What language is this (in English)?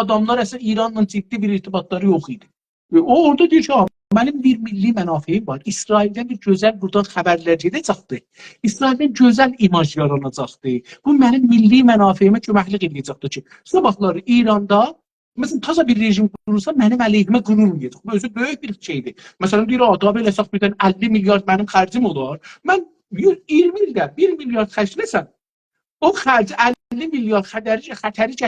South Azerbaijani